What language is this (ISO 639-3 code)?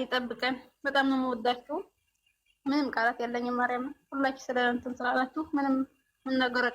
amh